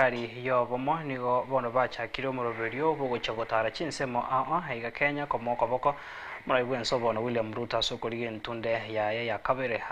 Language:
Gusii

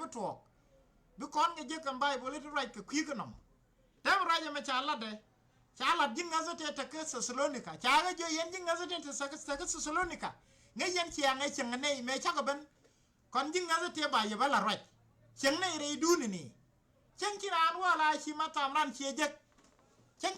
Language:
Nuer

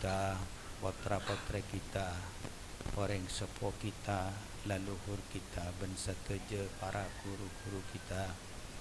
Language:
Madurese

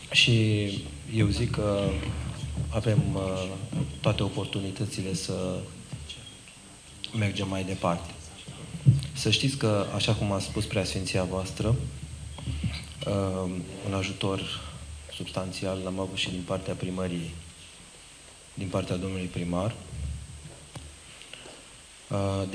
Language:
Romanian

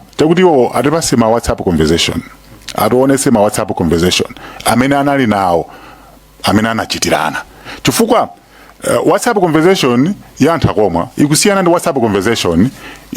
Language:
Nyanja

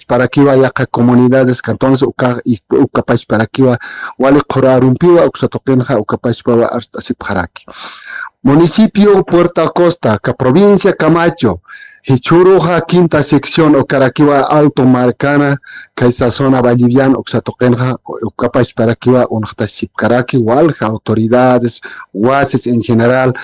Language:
Aymara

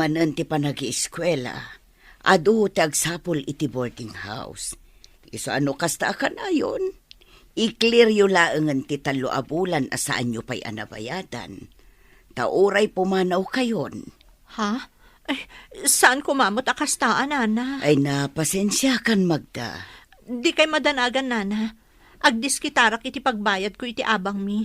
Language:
Iloko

